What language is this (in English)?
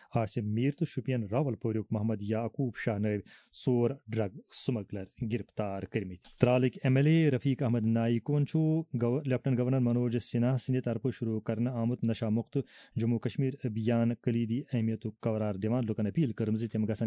Kashmiri